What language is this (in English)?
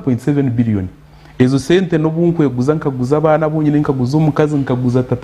Nyankole